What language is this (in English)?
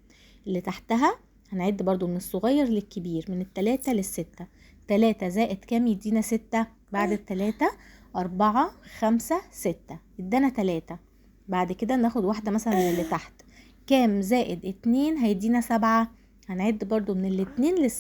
Egyptian Arabic